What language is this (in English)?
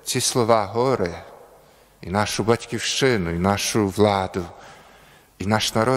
Ukrainian